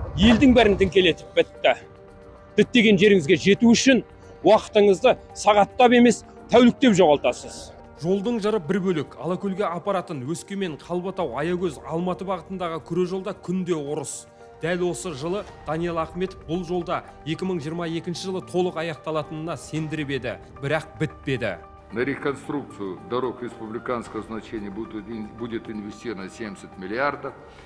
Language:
Kazakh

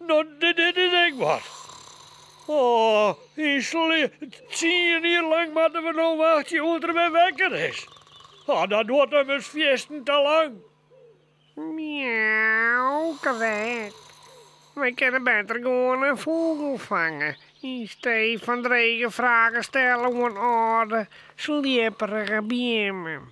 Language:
Western Frisian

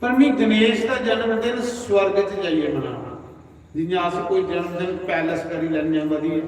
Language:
Dogri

